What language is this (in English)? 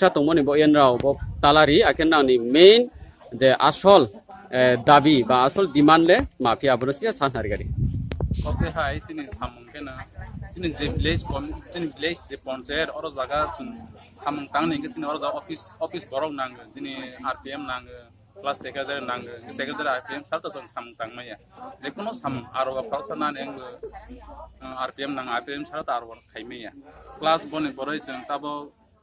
Riang (India)